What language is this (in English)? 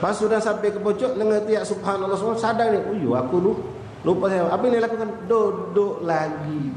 Musi